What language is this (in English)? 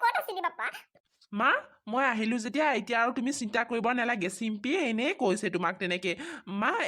Assamese